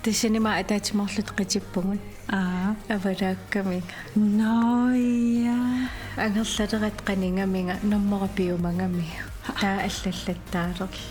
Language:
Kalaallisut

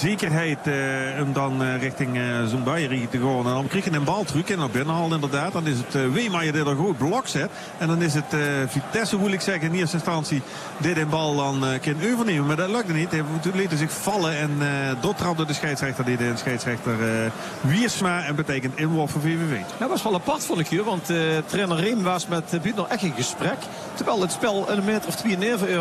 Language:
Dutch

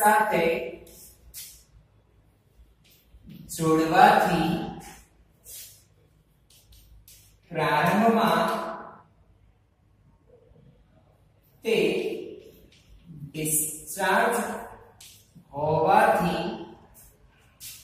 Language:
Gujarati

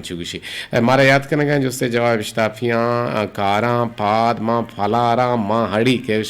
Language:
Eastern Balochi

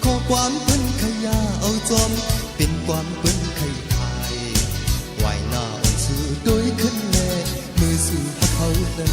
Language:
Shan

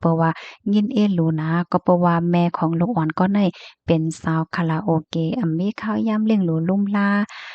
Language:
Shan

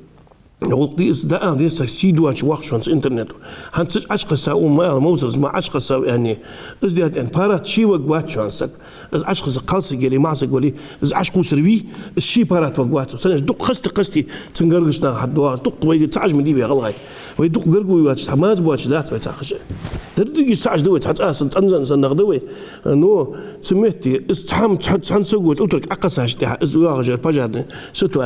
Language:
Ingush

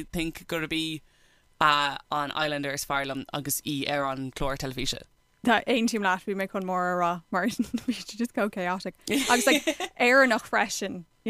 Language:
Irish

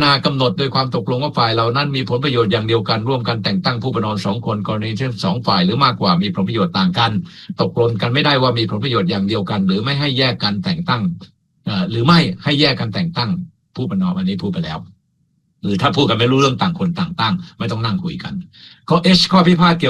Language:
Thai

